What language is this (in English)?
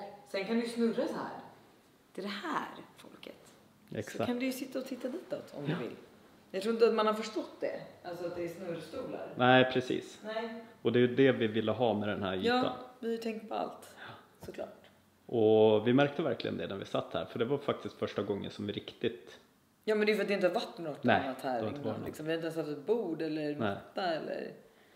Swedish